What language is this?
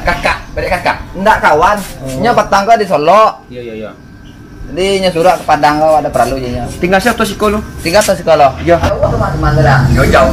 Minangkabau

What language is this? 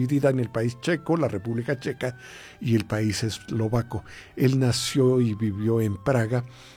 Spanish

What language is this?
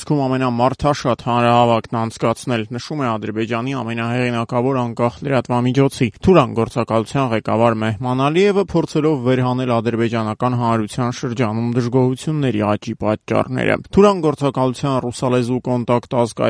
Armenian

